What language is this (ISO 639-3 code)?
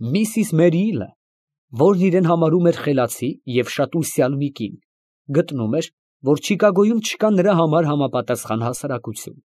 hye